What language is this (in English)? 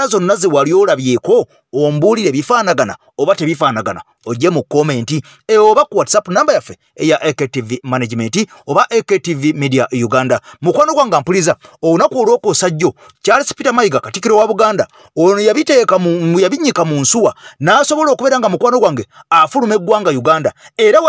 Ganda